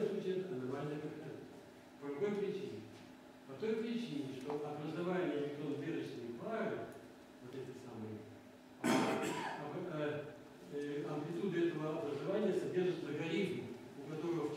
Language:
Russian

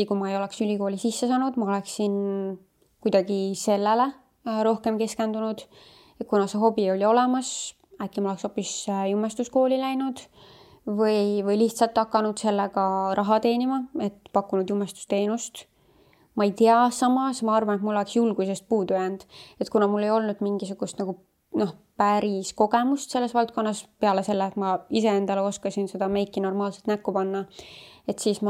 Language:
Estonian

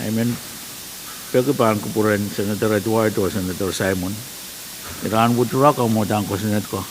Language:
Pohnpeian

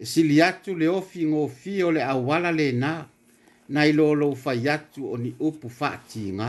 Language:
Samoan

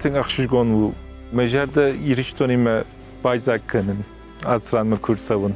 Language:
Ossetic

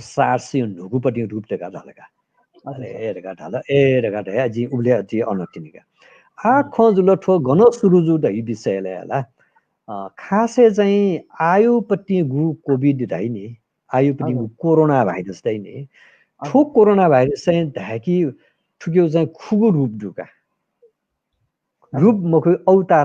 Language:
Newari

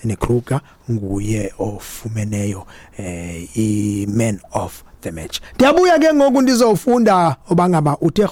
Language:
Xhosa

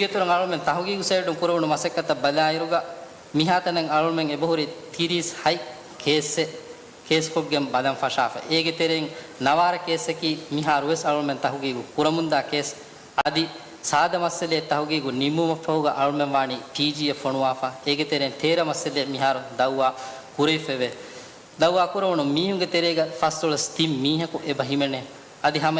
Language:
Divehi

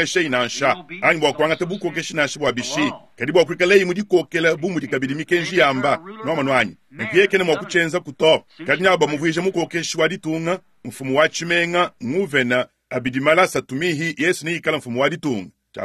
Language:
Luba-Lulua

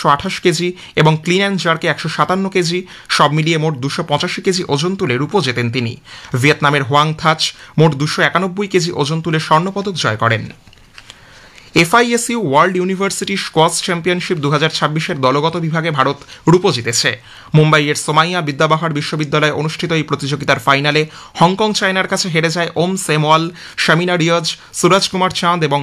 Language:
Bangla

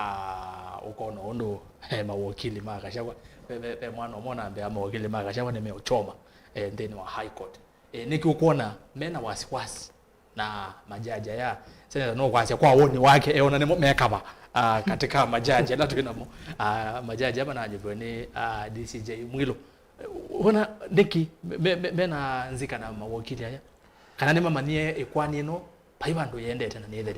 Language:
Kamba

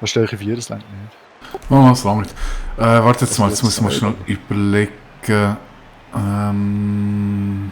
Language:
Swiss German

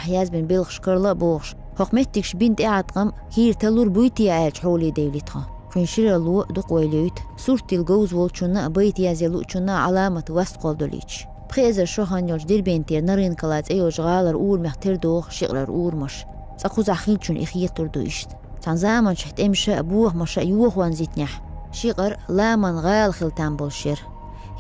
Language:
Chechen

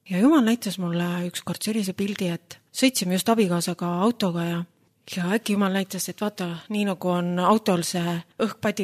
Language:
Estonian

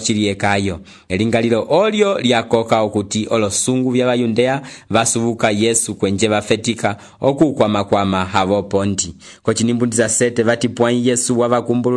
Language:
Umbundu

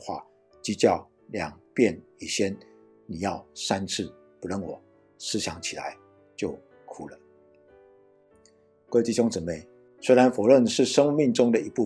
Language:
Chinese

